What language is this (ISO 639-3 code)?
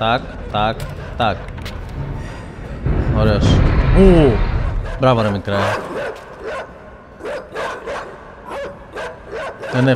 ell